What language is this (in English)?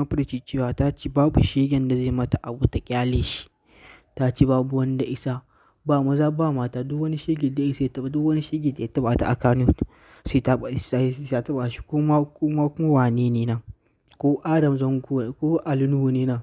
Hausa